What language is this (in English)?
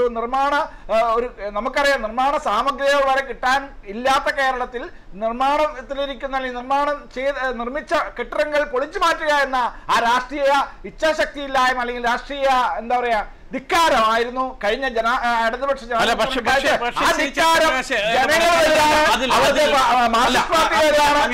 Malayalam